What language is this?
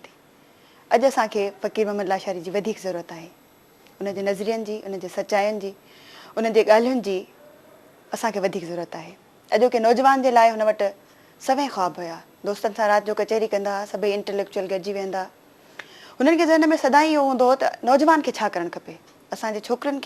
Sindhi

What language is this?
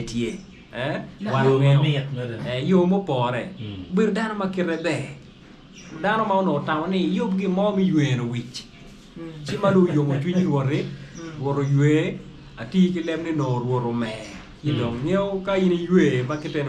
Acoli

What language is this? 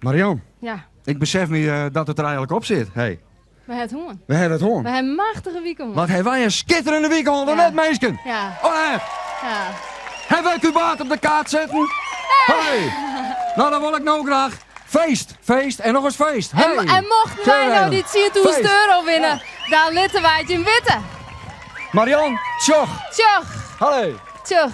Western Frisian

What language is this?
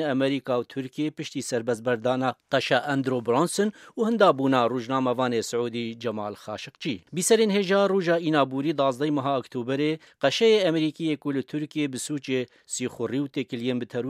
Kurdish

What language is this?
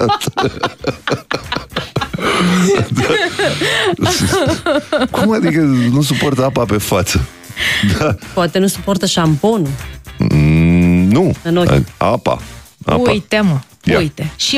Romanian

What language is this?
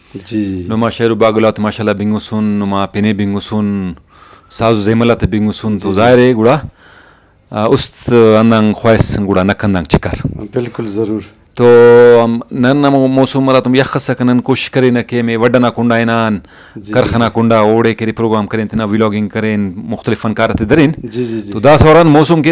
Brahui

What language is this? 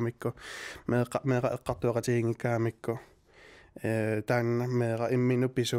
Kalaallisut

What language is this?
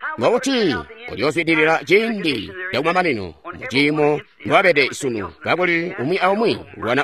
Tonga (Zambia)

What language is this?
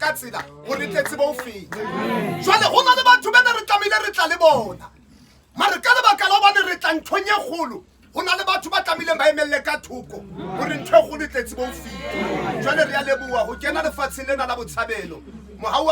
Southern Sotho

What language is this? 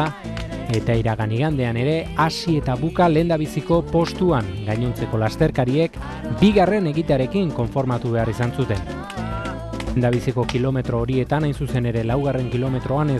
Basque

